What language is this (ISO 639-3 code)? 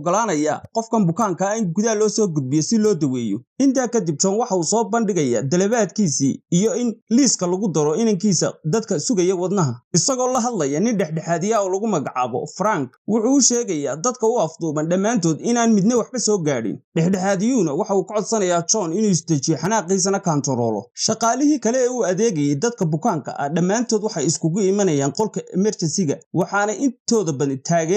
som